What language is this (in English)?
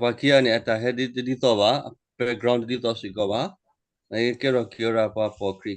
S'gaw Karen